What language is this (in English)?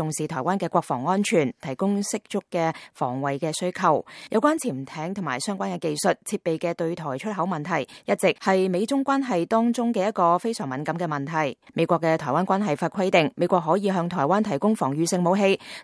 Cantonese